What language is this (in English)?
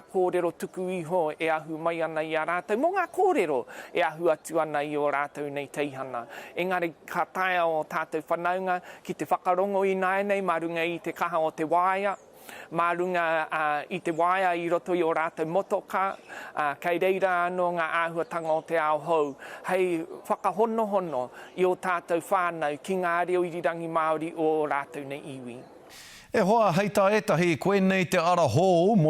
Māori